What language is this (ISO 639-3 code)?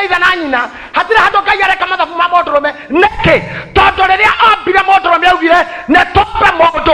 kik